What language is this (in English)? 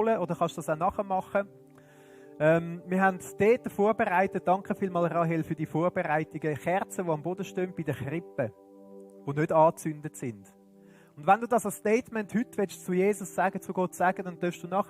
Swiss German